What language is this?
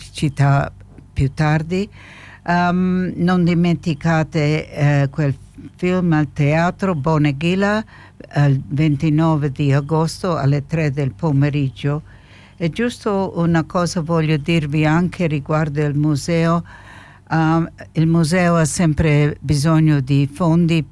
Italian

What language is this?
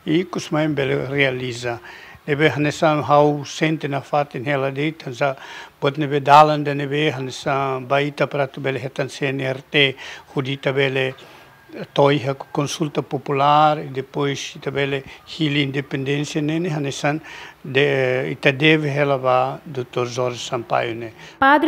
Tetum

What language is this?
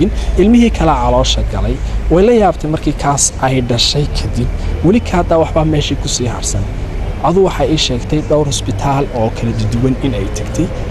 Somali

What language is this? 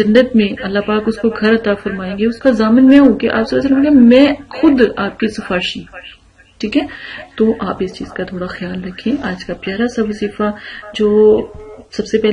Urdu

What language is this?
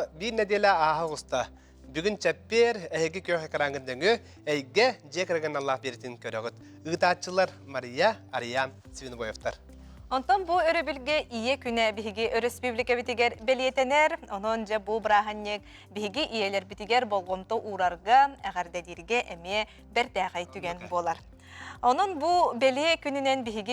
Yakut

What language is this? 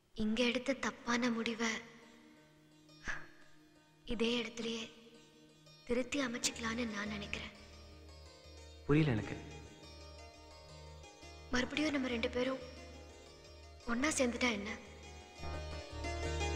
Tamil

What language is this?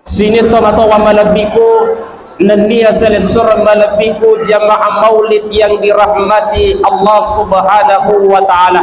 Buginese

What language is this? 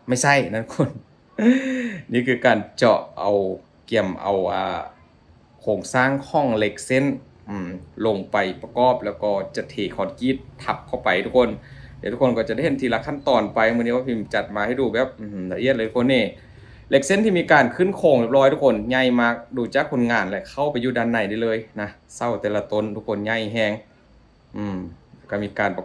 Lao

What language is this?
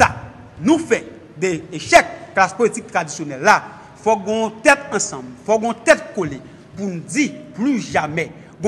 Haitian Creole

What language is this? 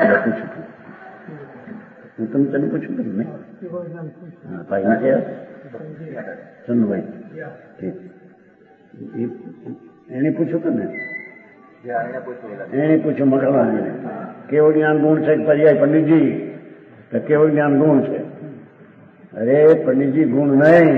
Gujarati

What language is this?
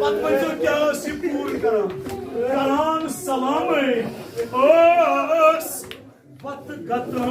Kashmiri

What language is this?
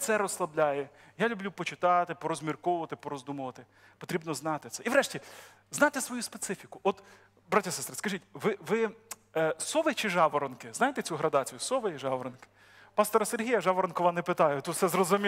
Ukrainian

